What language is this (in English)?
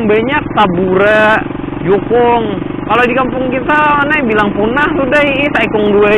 Banjar